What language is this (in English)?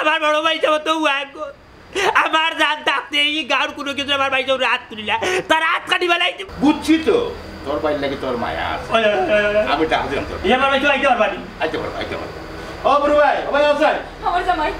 Sylheti